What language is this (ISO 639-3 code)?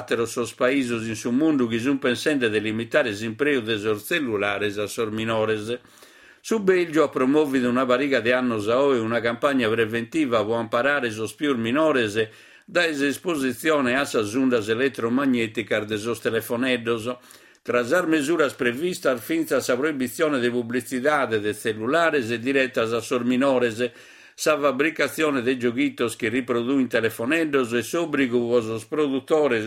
srd